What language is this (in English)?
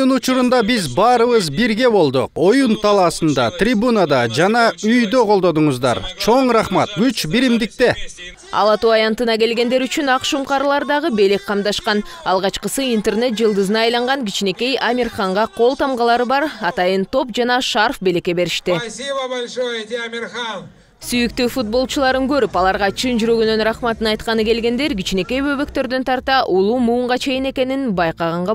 Kyrgyz